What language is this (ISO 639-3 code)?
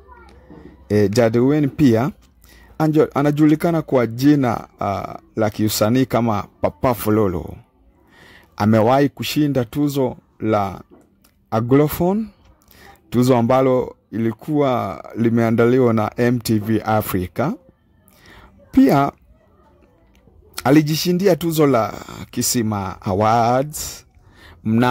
swa